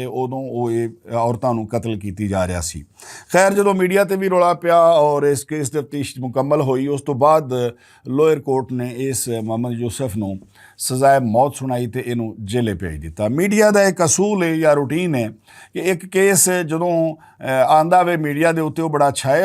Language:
Western Panjabi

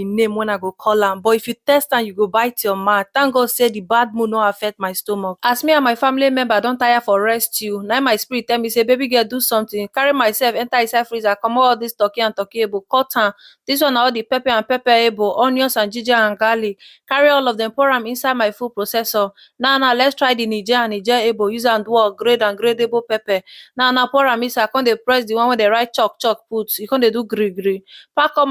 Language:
Nigerian Pidgin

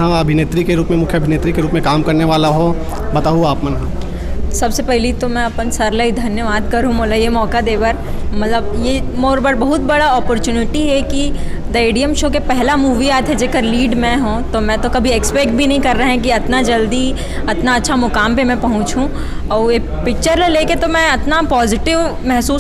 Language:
Chhattisgarhi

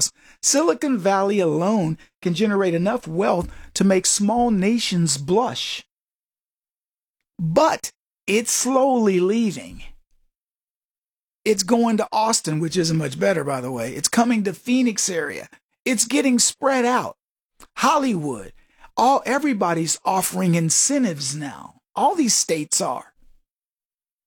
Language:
English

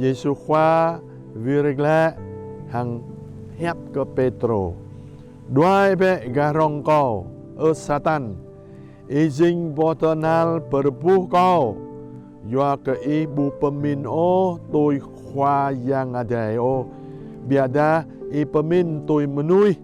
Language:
Jarai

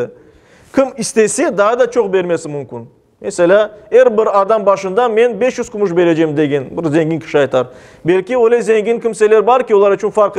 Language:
Crimean Tatar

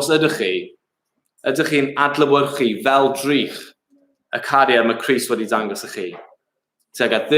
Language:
Welsh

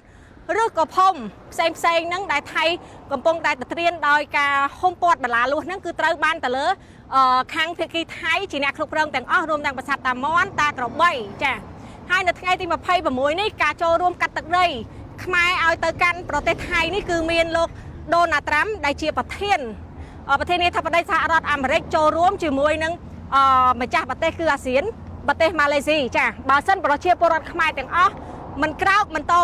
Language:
Khmer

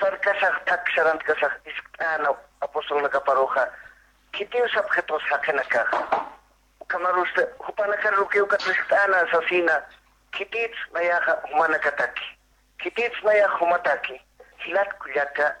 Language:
Aymara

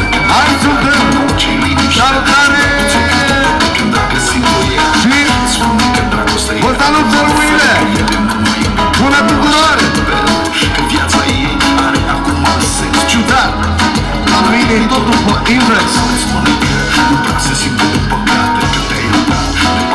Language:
Romanian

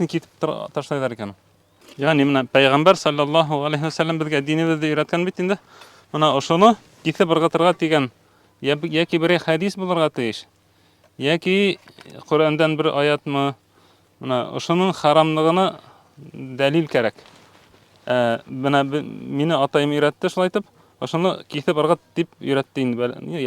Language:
Bashkir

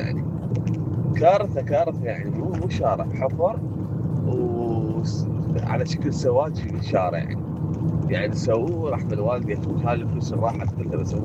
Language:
Mesopotamian Arabic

